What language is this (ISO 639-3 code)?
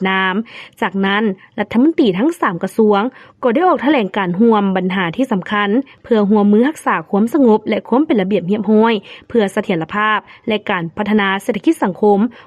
lao